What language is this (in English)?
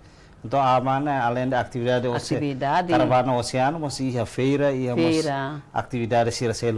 Tetum